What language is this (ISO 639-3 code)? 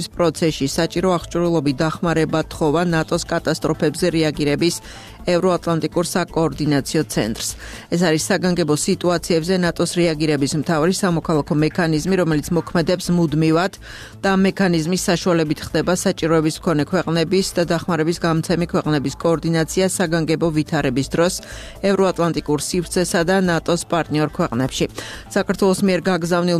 kat